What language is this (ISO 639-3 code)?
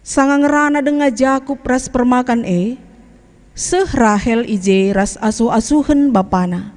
btx